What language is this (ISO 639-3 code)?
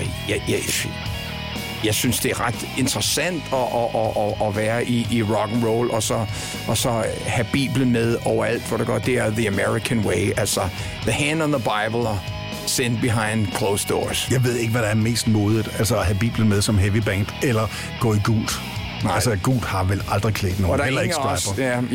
dan